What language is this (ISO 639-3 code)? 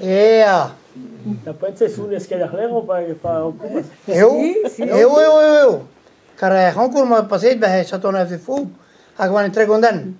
bre